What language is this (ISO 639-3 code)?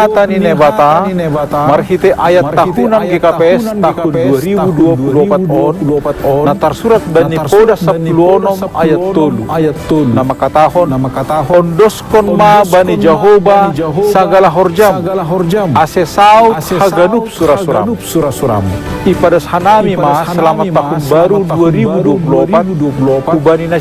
bts